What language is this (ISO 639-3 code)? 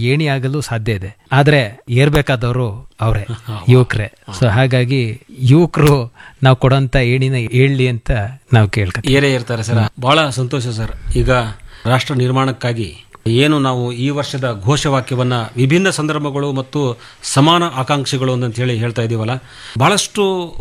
kan